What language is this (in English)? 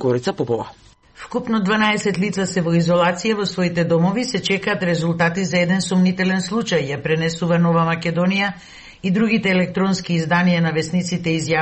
Macedonian